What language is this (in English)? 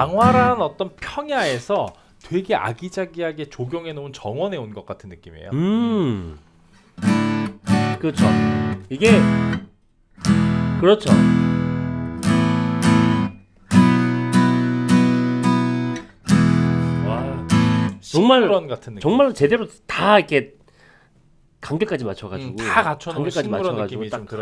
Korean